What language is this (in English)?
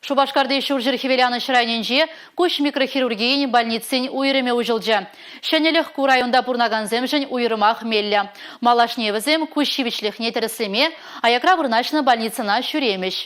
Chuvash